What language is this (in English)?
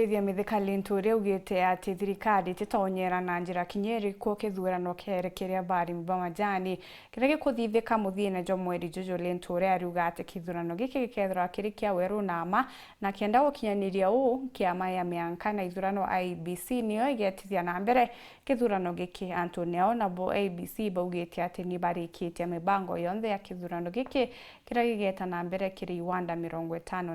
Meru